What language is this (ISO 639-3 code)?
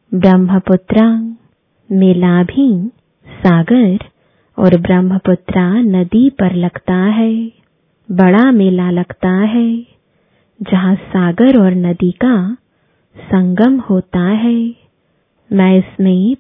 hin